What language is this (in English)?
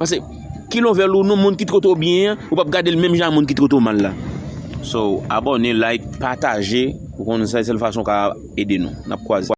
Haitian Creole